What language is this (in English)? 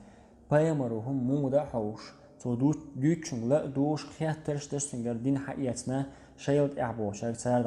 Chechen